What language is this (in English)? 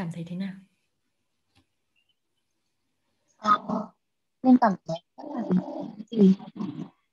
Vietnamese